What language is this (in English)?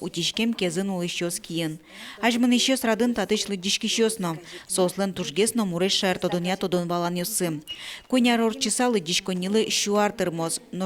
Udmurt